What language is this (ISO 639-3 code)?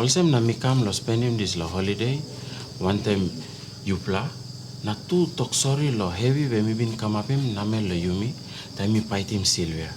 tpi